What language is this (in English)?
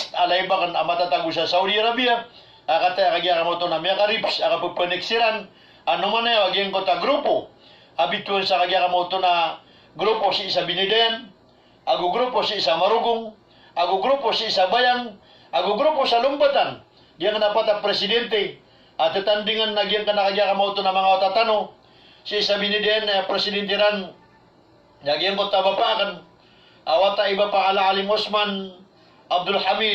Maranao